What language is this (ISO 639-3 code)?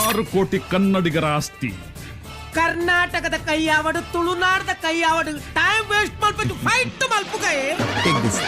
tcy